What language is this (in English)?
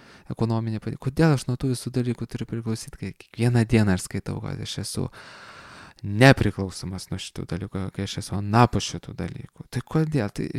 Lithuanian